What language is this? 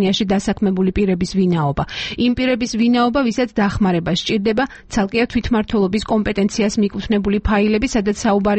Georgian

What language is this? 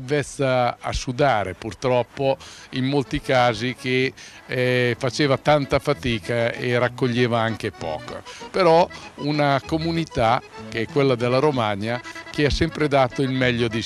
Italian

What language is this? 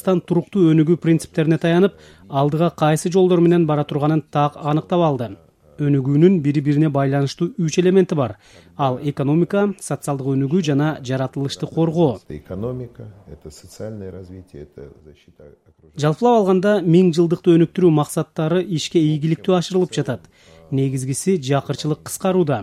Kyrgyz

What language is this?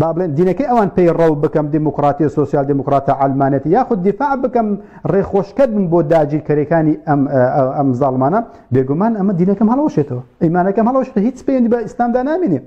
Central Kurdish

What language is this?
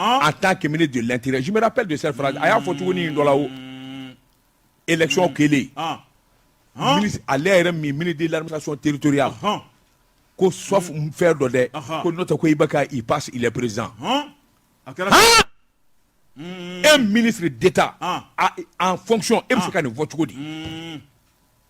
Bambara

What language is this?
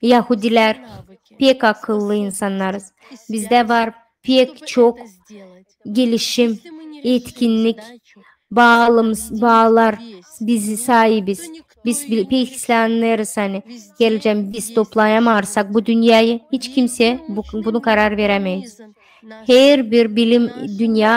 Gagauz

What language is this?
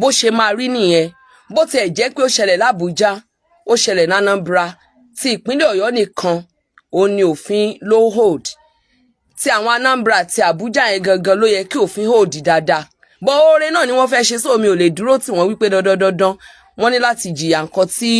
Yoruba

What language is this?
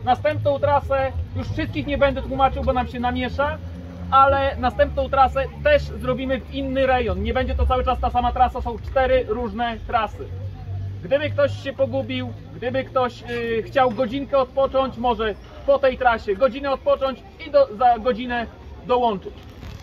Polish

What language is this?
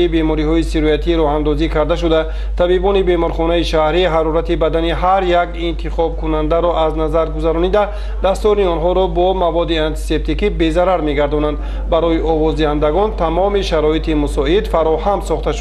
Tajik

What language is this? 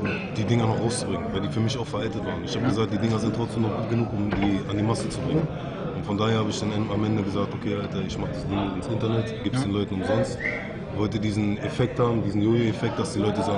German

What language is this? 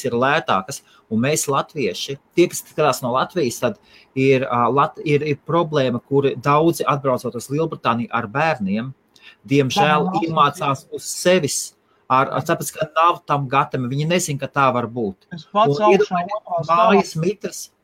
Latvian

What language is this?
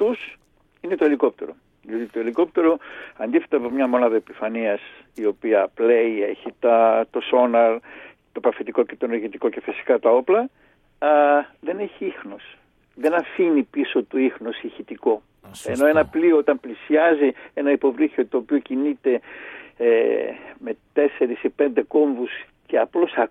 Greek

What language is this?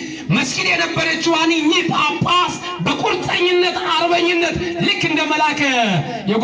Amharic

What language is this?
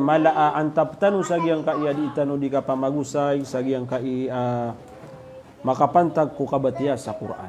Maranao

